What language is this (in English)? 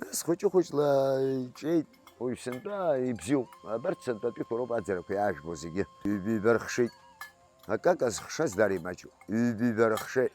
Abkhazian